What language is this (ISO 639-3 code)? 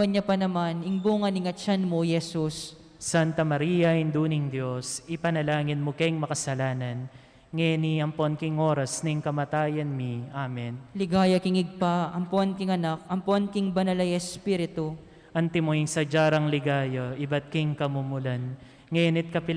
pam